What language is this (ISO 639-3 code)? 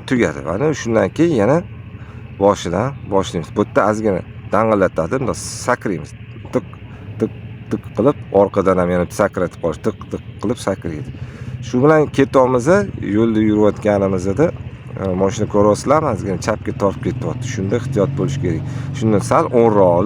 uzb